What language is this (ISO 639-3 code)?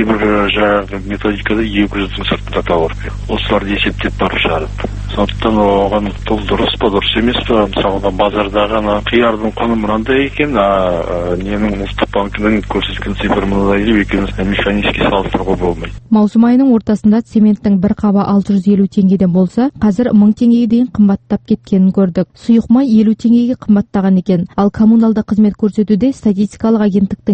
kaz